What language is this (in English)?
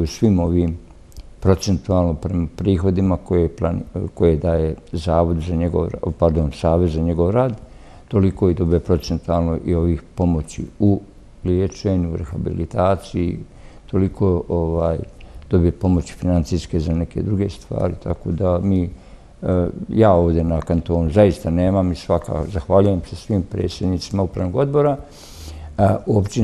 Bosnian